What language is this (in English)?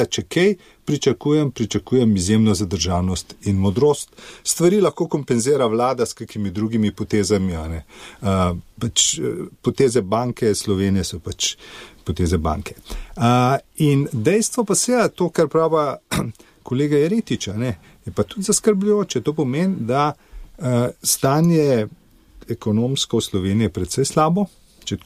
Slovenian